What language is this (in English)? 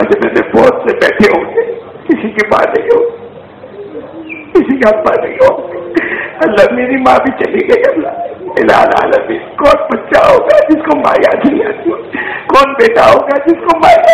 Urdu